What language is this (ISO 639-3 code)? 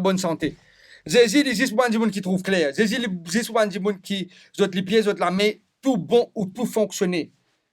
mfe